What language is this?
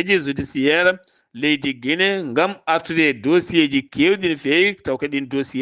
Fula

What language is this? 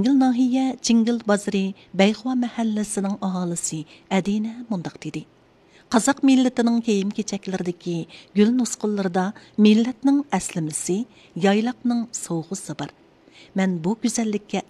Uyghur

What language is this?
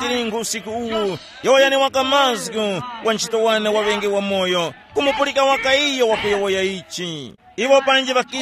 Tumbuka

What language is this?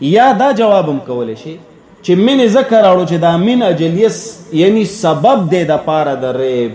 Pashto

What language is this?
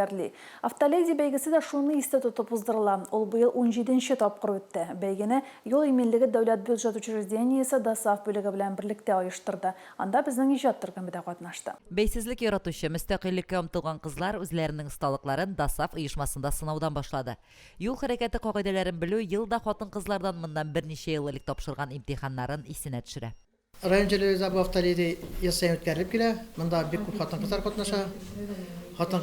Tatar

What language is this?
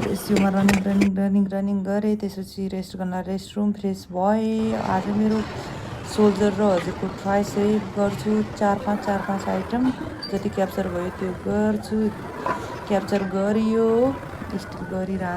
Nepali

